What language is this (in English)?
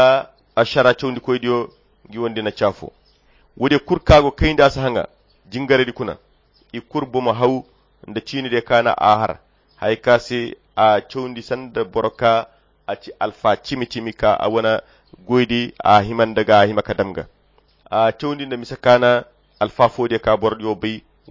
Koyra Chiini